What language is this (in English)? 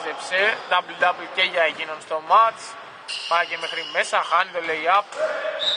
Greek